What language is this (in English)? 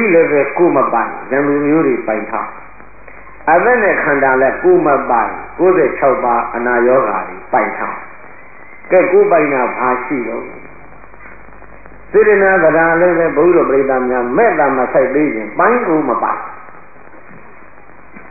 Burmese